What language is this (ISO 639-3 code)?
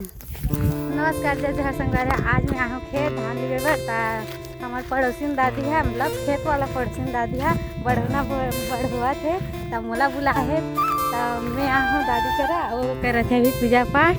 hne